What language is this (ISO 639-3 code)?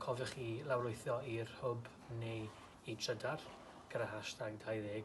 cym